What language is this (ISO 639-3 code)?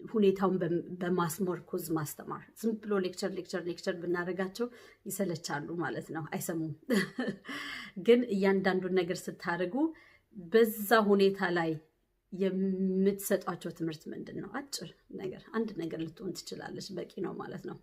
amh